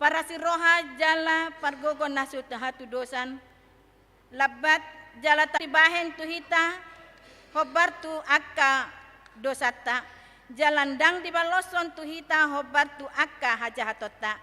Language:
Batak Toba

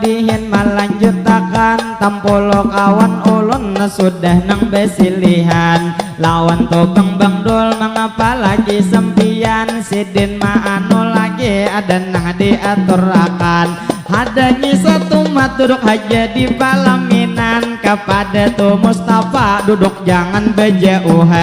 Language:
Banjar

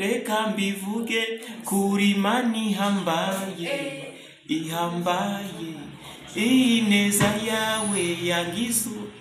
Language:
Kinyarwanda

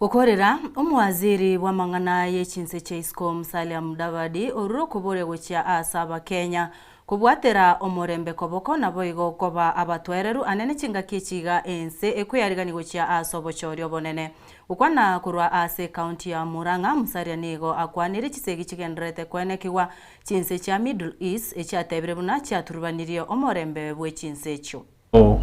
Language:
Gusii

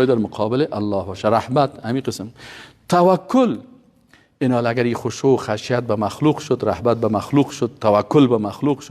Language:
Persian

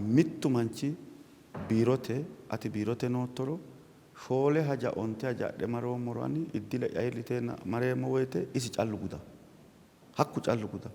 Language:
Sidamo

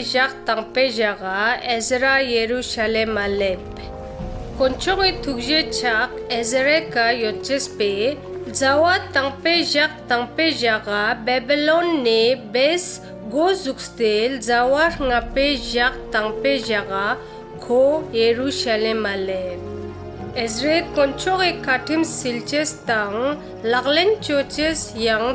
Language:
Ladakhi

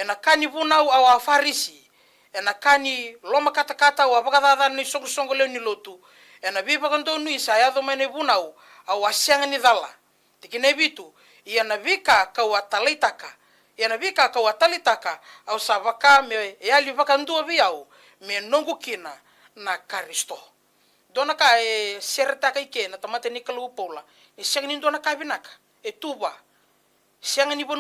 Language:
Fijian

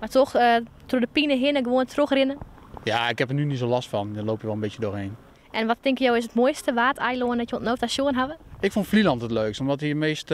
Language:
Western Frisian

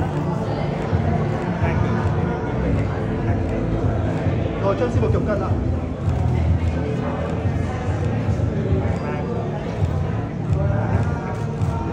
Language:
Vietnamese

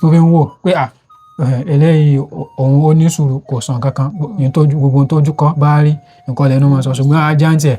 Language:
Yoruba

